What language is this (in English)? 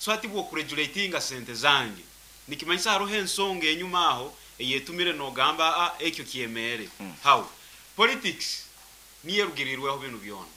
Nyoro